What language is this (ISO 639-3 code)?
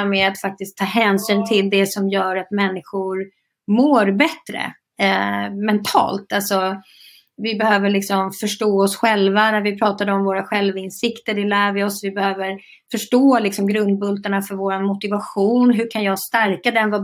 swe